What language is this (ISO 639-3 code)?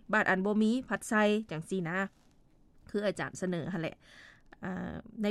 lao